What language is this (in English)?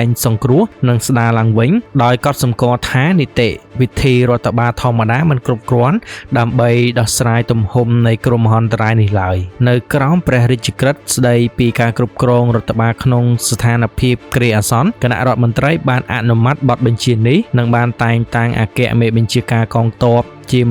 Khmer